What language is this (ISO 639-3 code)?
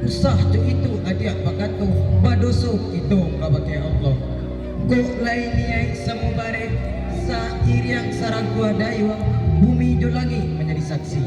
min